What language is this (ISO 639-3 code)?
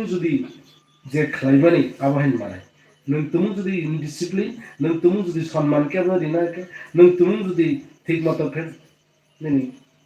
trp